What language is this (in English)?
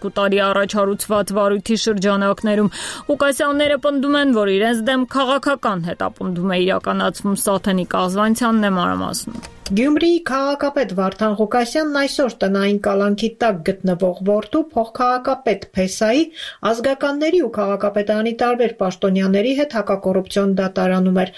Armenian